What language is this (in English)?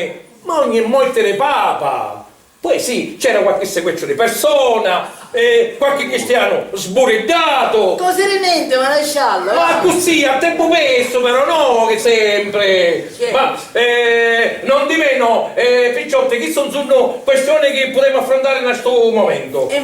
Sicilian